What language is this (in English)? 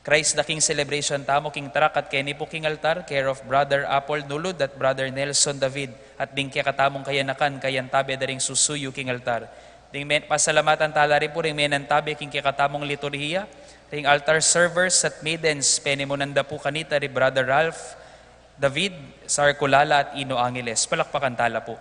Pampanga